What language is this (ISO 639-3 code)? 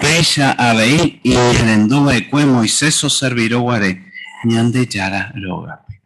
grn